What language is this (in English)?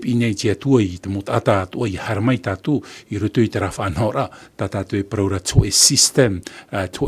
Tahitian